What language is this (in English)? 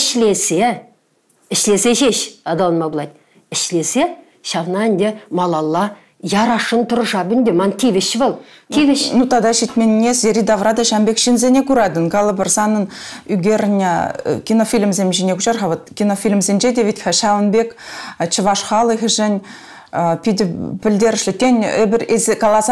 Chuvash